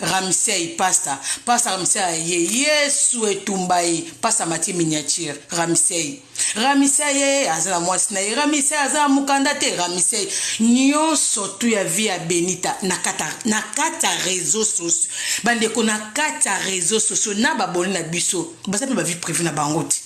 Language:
Lingala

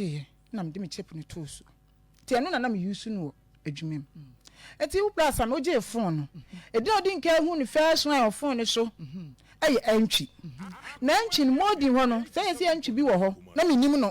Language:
Akan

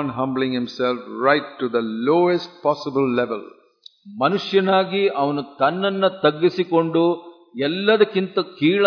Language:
Kannada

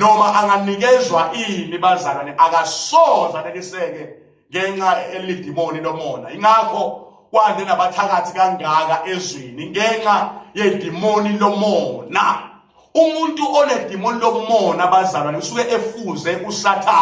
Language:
Zulu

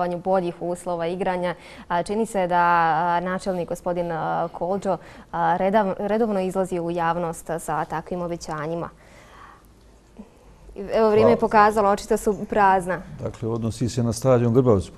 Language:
Bosnian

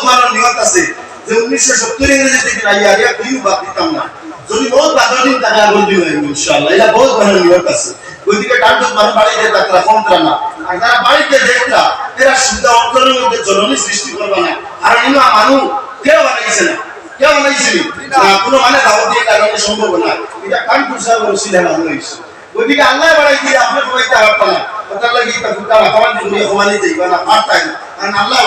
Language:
Sylheti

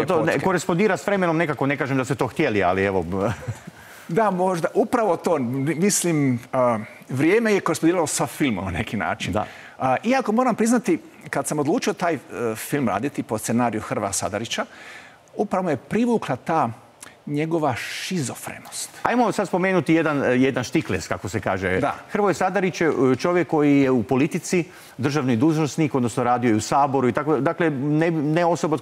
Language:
Croatian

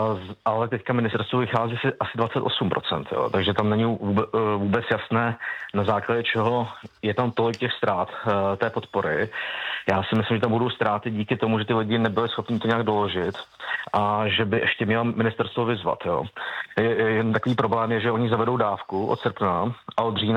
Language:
Czech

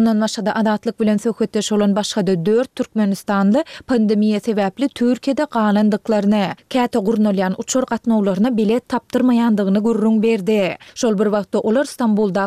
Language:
Turkmen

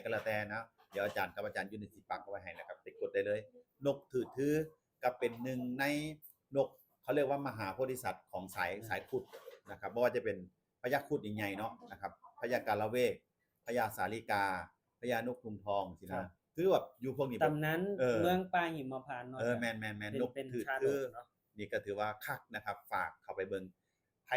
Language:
Northeastern Thai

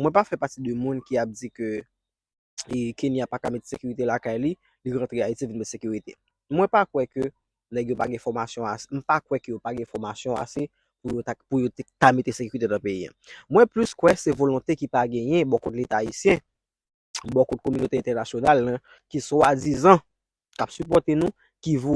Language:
Haitian Creole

